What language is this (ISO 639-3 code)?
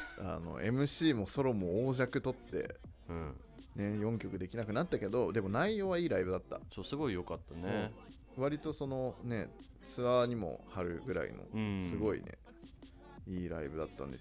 jpn